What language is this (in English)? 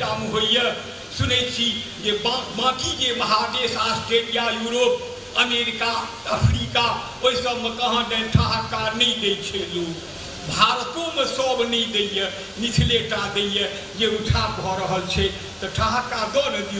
Maithili